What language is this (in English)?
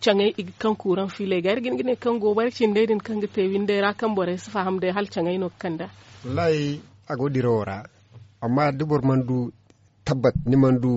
Zarma